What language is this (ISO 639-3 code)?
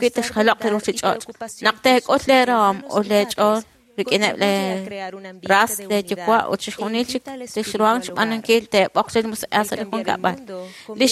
kek